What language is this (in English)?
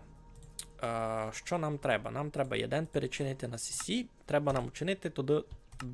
Rusyn